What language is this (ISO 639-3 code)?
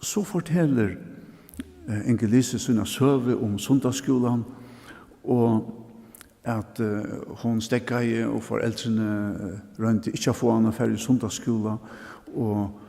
fao